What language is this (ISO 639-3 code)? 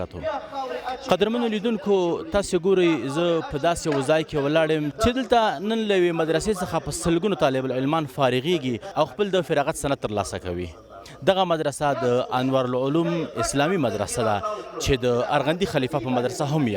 pus